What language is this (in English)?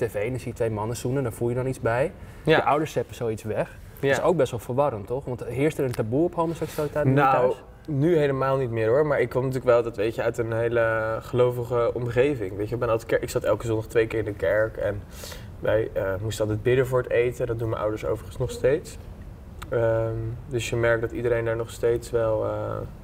Dutch